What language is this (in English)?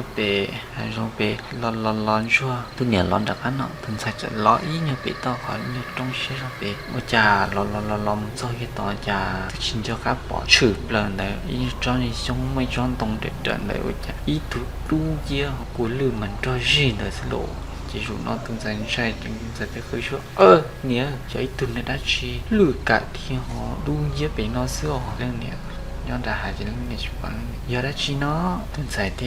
Hmong